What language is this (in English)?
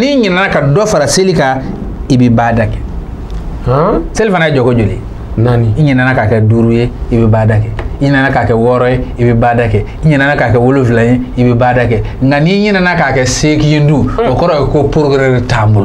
Bambara